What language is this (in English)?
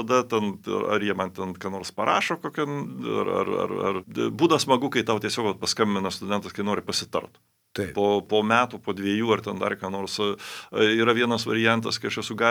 Lithuanian